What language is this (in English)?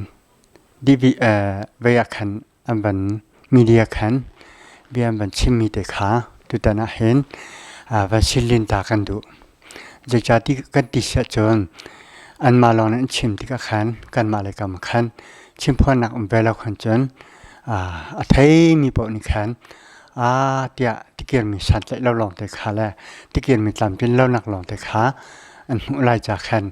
Hakha Chin